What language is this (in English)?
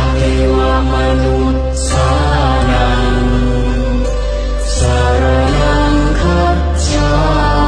Pali